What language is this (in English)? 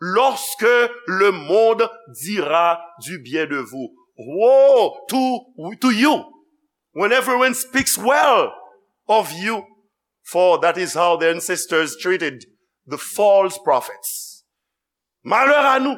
Haitian Creole